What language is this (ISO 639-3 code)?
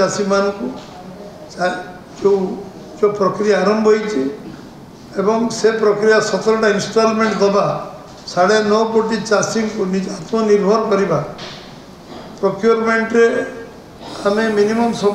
ori